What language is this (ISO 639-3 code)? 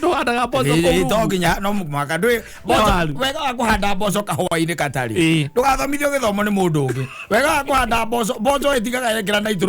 kik